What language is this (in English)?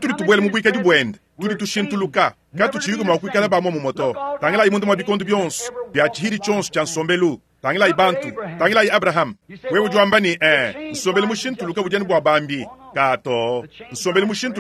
Luba-Lulua